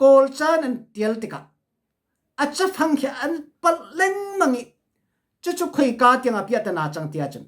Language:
Hakha Chin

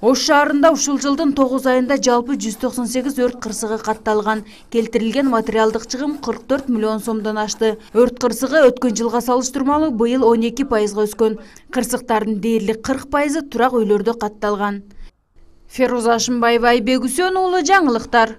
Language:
Kyrgyz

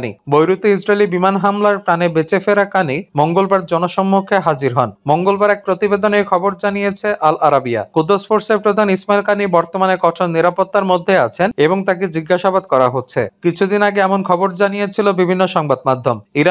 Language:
Bangla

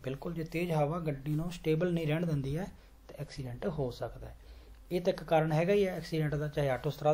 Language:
Punjabi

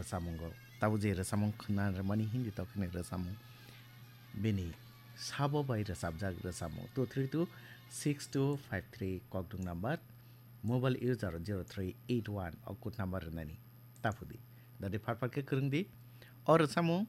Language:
Kok Borok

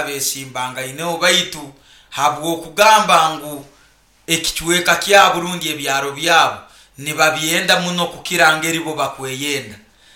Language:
Nyoro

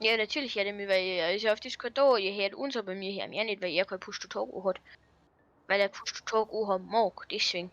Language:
Bavarian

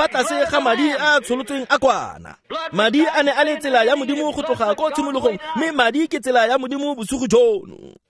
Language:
Tswana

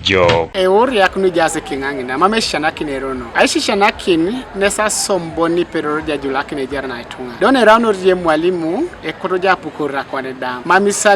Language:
Teso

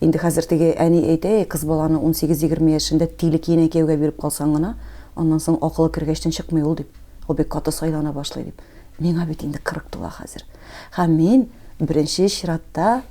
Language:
Tatar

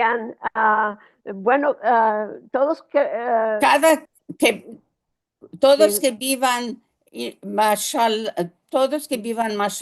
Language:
Ladino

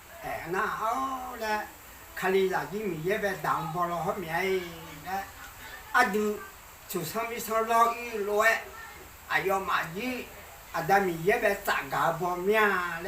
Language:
Akha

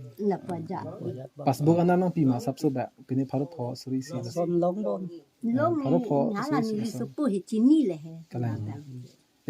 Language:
Karbi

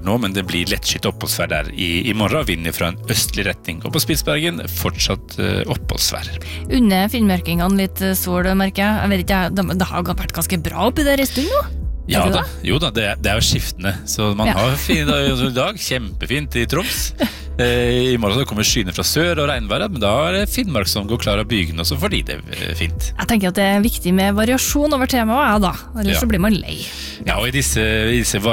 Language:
Norwegian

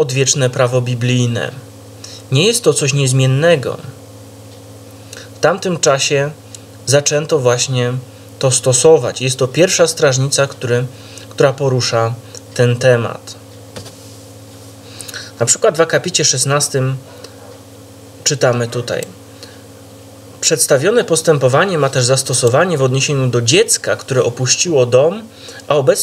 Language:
Polish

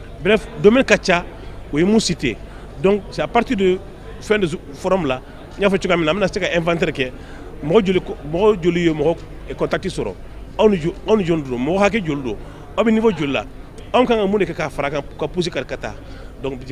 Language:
Bambara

